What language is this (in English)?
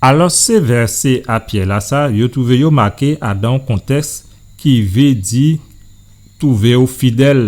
Guadeloupean Creole French